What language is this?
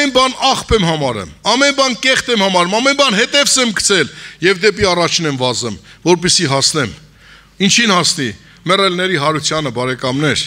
Armenian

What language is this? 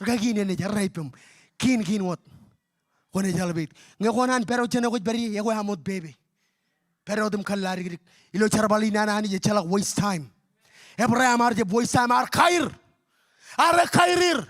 Marshallese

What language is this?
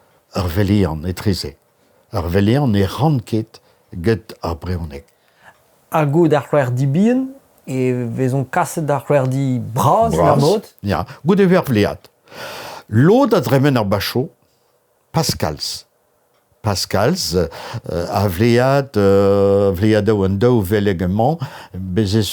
Breton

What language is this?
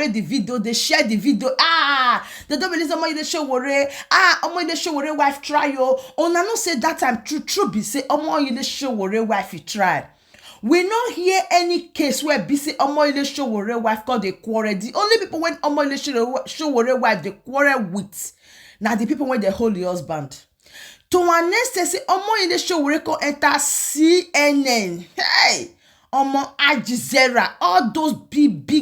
Nigerian Pidgin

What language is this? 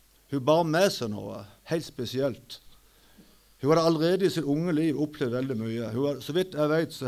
Norwegian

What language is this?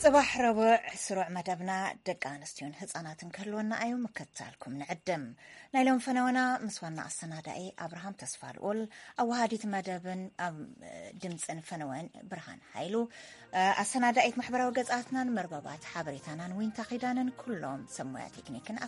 Tigrinya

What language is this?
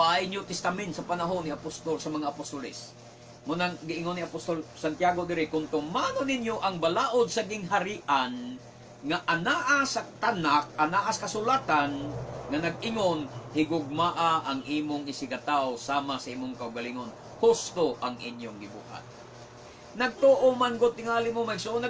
Cebuano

